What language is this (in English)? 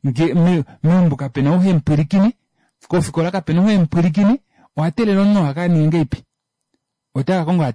Kuanyama